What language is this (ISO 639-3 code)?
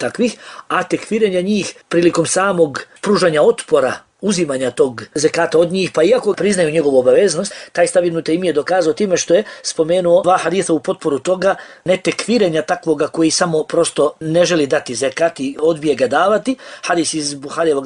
bos